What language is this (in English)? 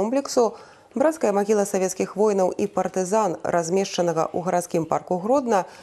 Belarusian